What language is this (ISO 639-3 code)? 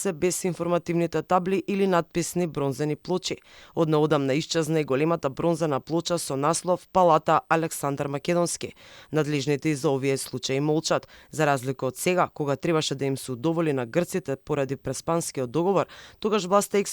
mkd